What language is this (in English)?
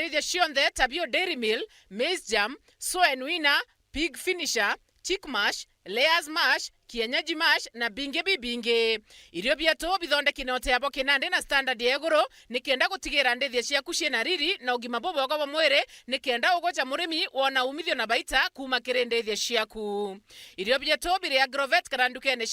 Meru